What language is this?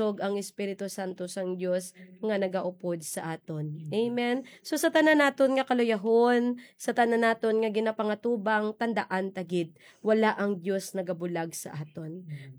Hiligaynon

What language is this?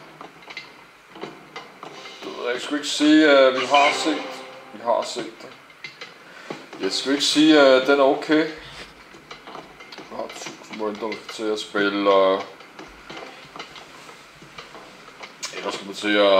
Danish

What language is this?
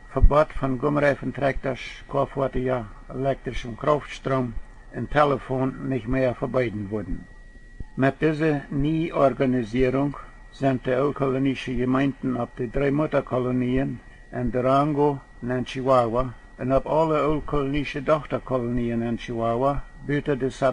Plautdietsch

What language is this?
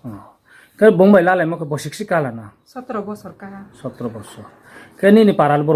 Riang (India)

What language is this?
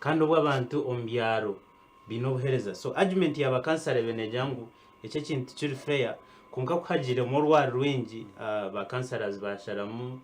Nyankole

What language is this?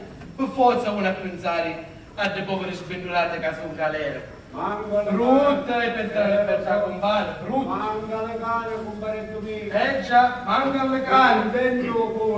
Sicilian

